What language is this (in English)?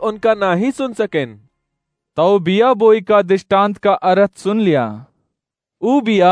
Awadhi